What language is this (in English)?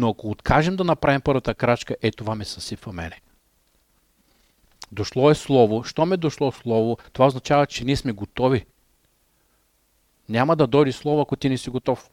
Bulgarian